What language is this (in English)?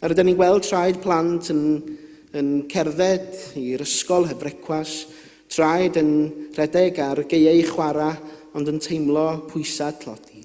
Welsh